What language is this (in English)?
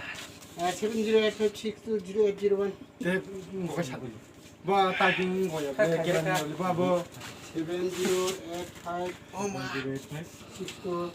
Kok Borok